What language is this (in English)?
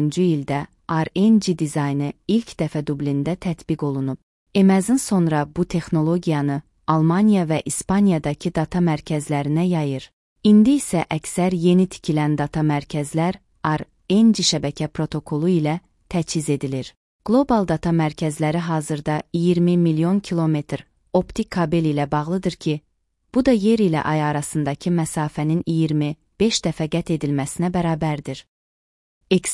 Azerbaijani